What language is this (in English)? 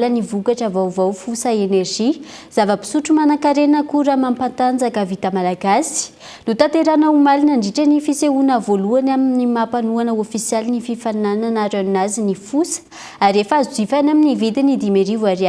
Malagasy